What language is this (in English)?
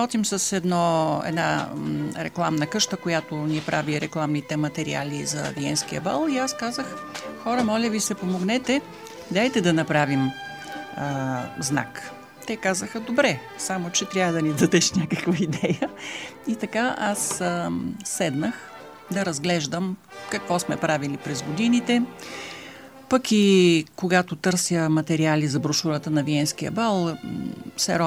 Bulgarian